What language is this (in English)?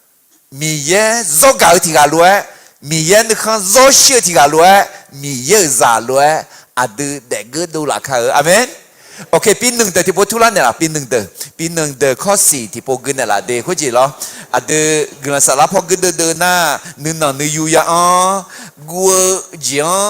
Akha